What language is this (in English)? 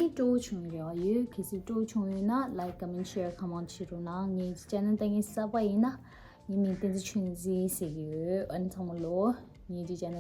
Tibetan